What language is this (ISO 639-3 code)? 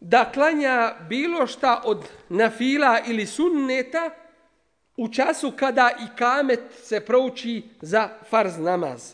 bos